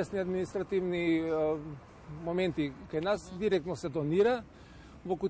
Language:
Macedonian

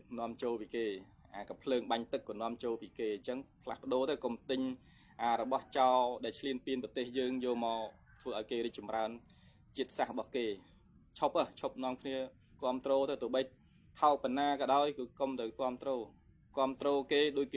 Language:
Khmer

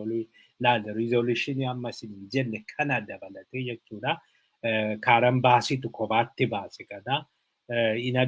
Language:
Oromo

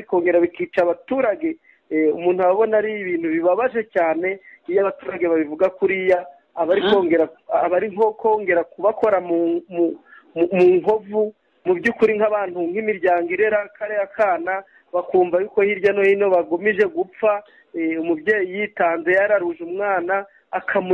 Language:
Kinyarwanda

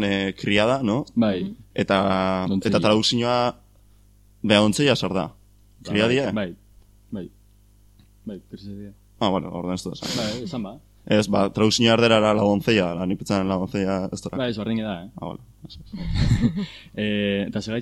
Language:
Basque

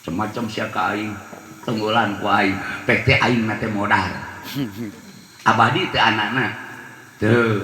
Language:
Sundanese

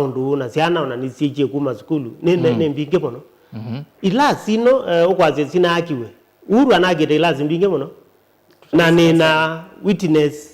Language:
Kamba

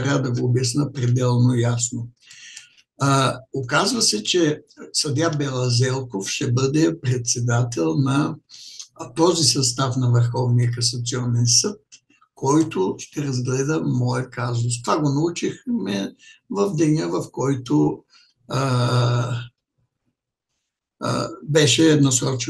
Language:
Bulgarian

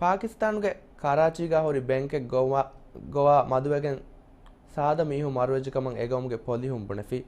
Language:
Divehi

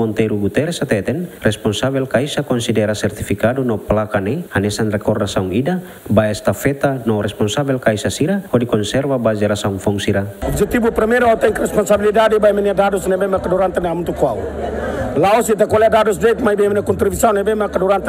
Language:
Tetum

